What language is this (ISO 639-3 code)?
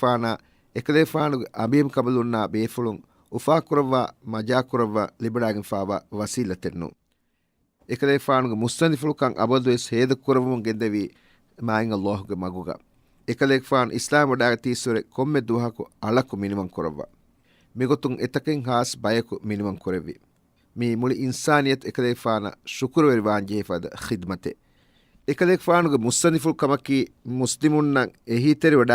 div